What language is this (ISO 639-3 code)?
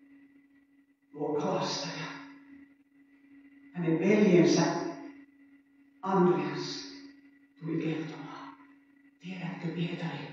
fin